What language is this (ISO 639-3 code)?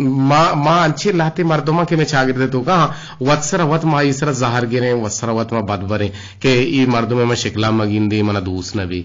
bgp